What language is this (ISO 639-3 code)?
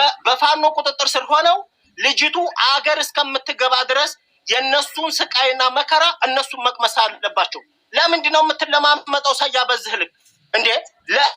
amh